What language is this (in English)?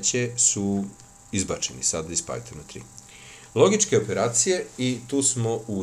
Serbian